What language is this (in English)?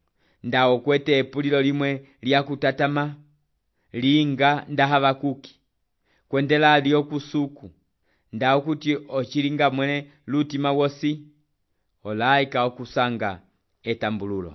Umbundu